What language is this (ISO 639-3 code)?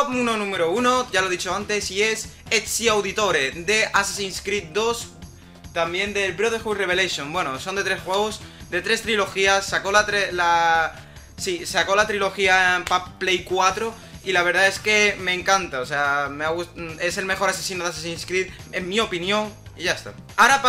spa